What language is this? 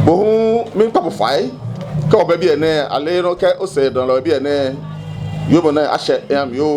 Ga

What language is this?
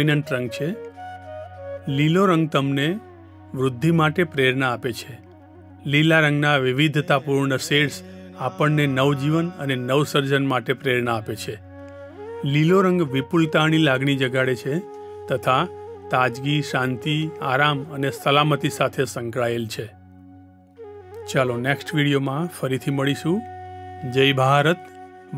Gujarati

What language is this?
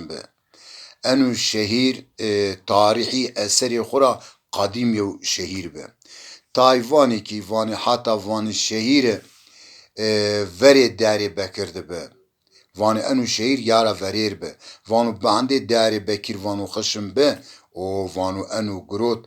Zaza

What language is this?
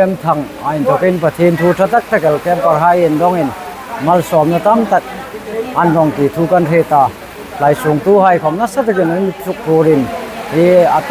Hmar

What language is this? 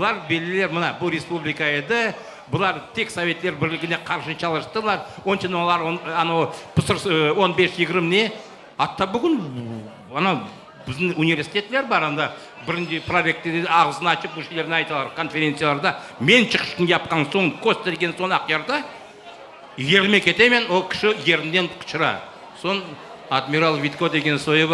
Crimean Tatar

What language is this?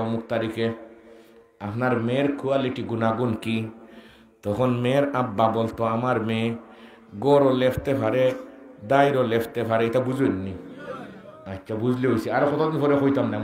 Sylheti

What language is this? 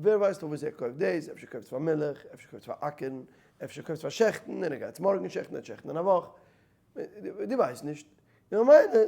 Yiddish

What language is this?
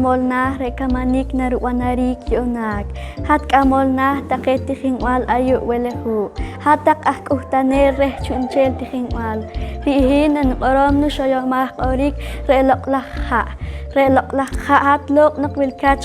Poqomchi'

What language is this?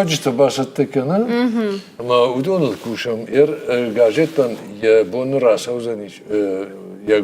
Ossetic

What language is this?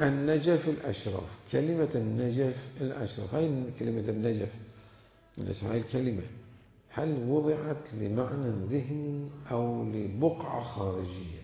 Mesopotamian Arabic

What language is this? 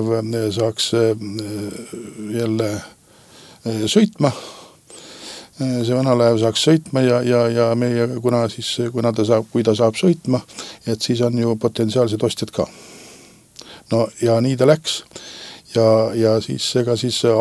Estonian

